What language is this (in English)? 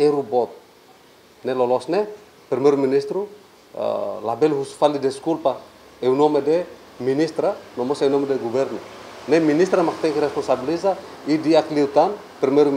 Tetum